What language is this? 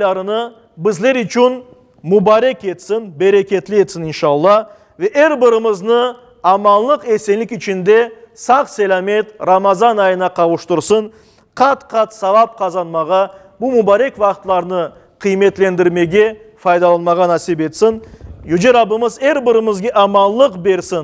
Crimean Tatar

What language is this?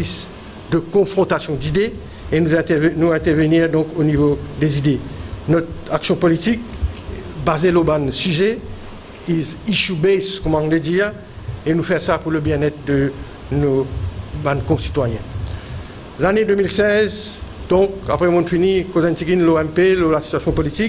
Morisyen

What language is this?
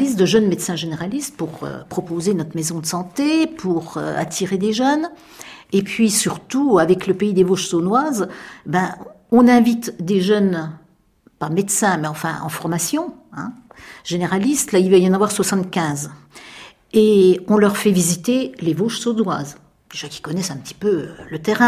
French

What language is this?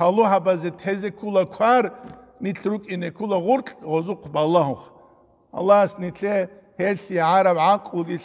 Avaric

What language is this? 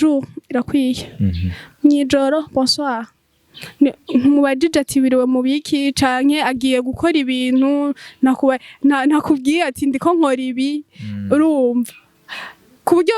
Rundi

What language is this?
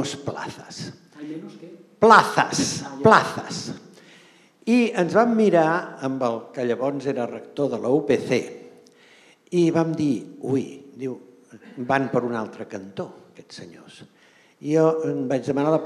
Catalan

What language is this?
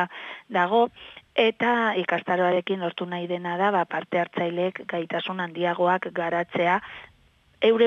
Basque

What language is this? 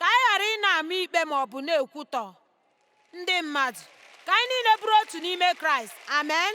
Igbo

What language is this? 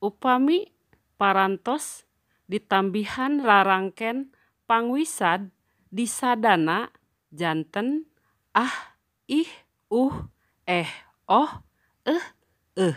Sundanese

